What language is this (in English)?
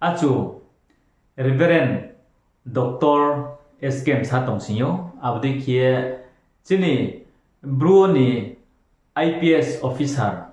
Riang (India)